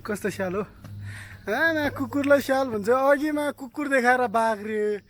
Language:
Nepali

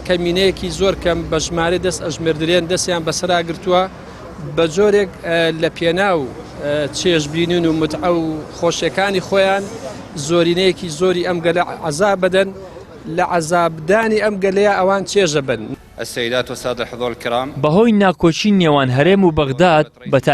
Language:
Central Kurdish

